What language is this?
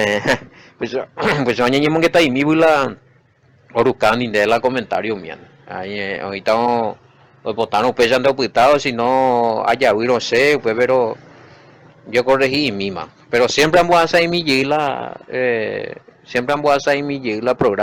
Guarani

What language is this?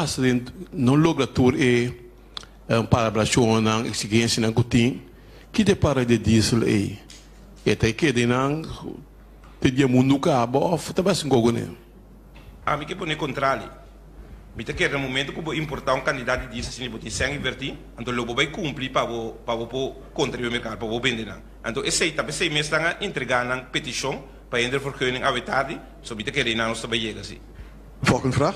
Papiamento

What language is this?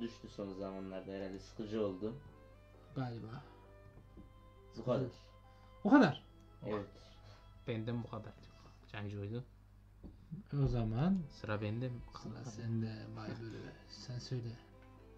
Turkish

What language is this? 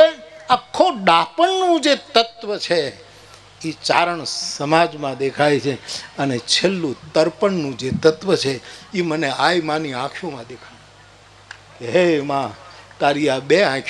Gujarati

